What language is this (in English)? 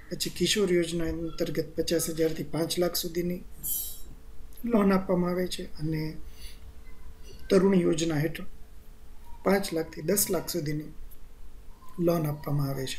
Gujarati